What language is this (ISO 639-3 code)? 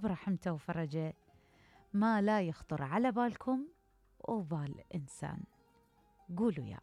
acm